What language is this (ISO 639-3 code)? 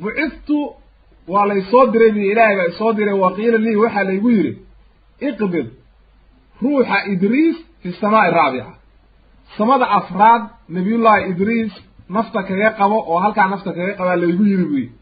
som